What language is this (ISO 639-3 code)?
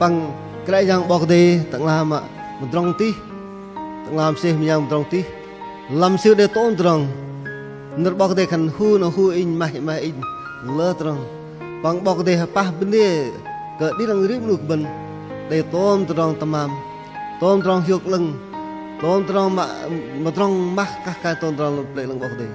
bdq